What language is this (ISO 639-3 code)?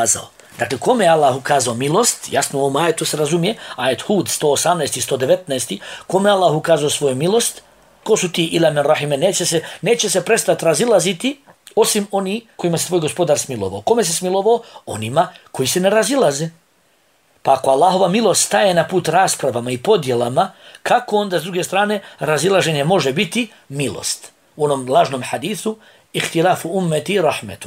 bos